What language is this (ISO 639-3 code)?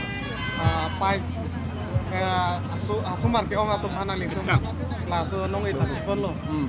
mjw